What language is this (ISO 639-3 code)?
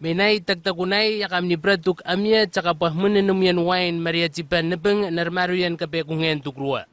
nwi